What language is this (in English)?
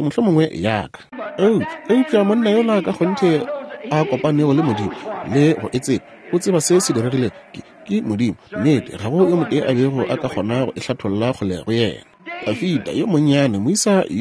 Northern Sotho